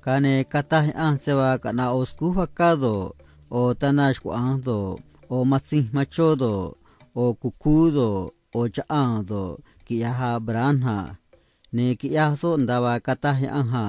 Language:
Copala Triqui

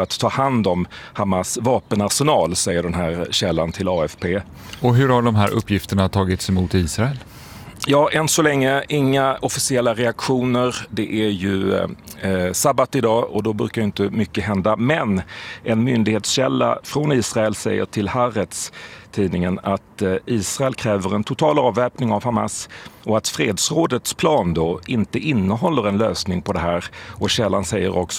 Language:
Swedish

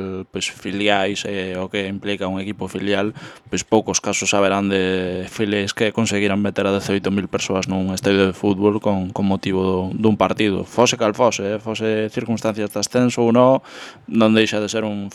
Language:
Galician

